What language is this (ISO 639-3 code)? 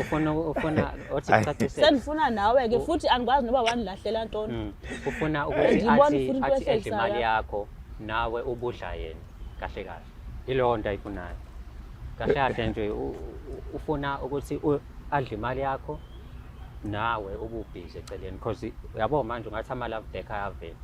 zul